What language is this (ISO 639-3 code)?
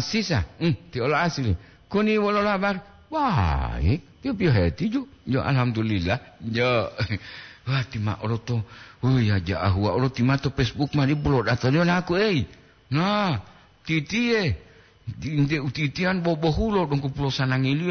gor